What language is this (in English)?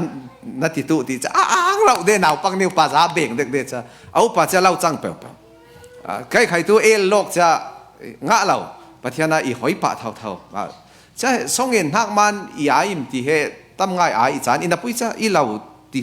Falam Chin